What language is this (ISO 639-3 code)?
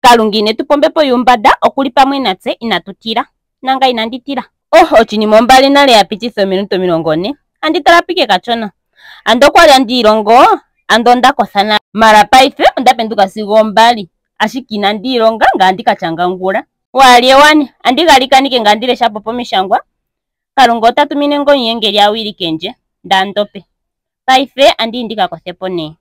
ndo